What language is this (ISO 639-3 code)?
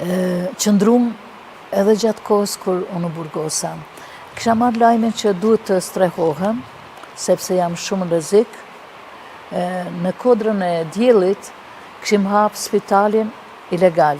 sqi